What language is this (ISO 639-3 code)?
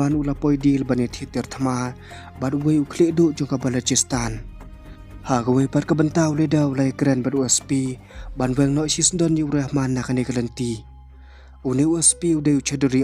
kha